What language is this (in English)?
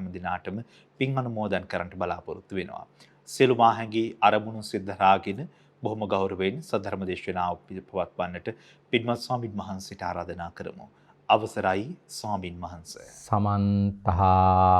Sinhala